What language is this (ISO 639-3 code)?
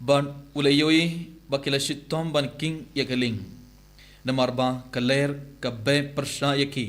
kha